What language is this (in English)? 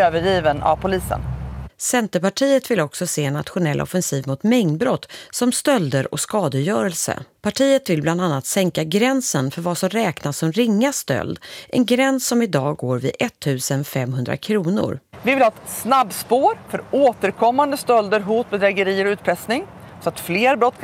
Swedish